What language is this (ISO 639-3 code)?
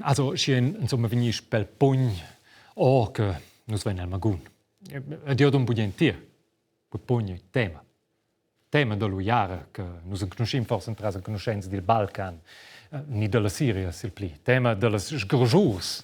roh